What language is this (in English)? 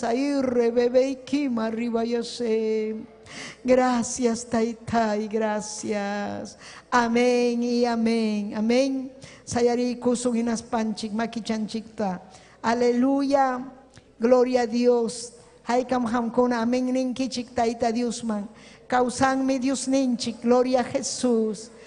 Ayacucho Quechua